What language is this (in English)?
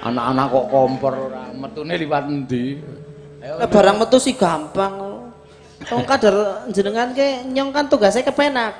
Javanese